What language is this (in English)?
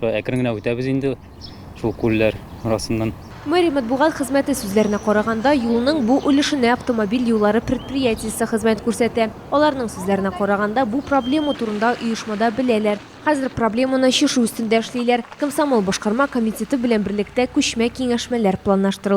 Tatar